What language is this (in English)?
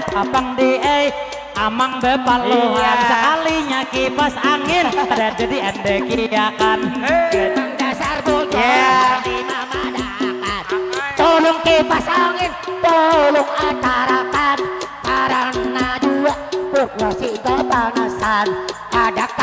Banjar